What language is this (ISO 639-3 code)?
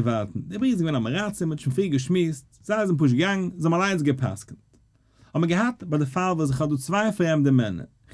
yid